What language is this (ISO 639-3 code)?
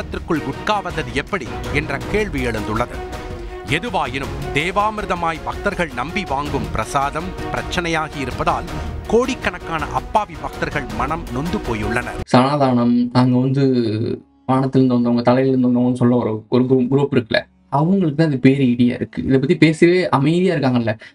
tam